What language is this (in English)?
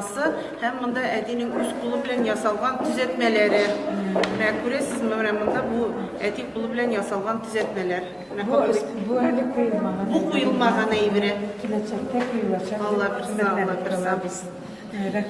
Tatar